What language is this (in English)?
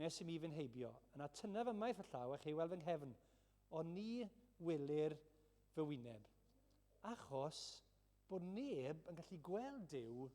Welsh